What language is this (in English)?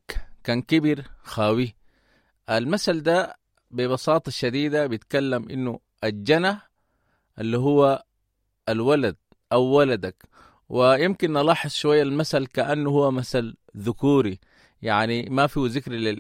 Sudanese Arabic